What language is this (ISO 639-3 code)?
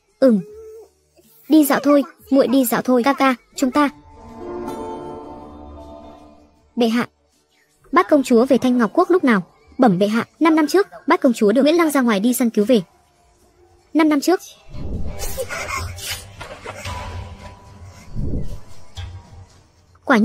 vie